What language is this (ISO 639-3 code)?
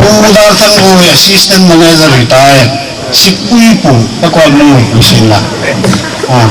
hmr